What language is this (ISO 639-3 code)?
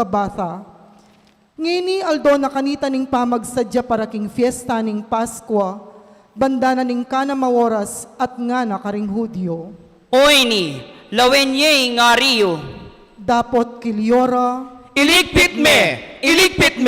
pam